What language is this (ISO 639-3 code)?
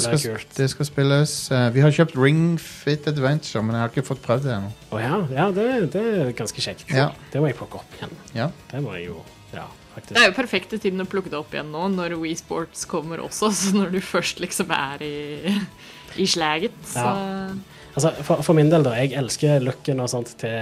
nor